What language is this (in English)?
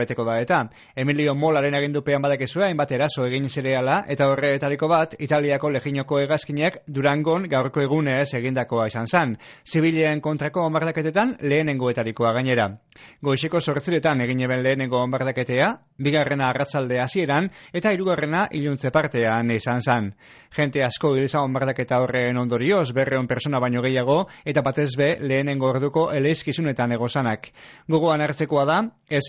Basque